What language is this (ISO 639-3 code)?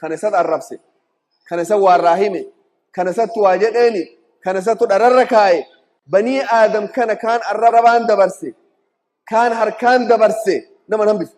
orm